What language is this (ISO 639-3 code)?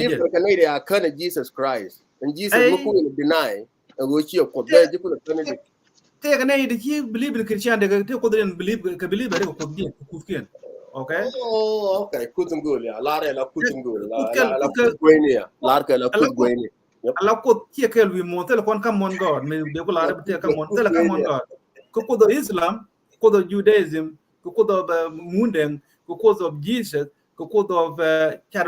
nus